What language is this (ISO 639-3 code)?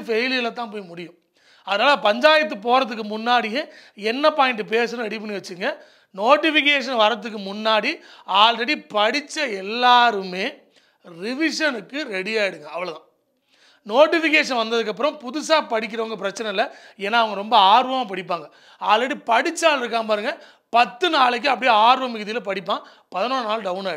tam